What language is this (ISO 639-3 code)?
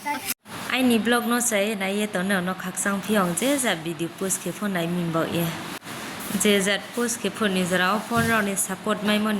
ria